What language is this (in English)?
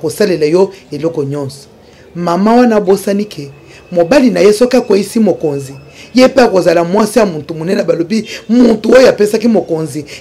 Lingala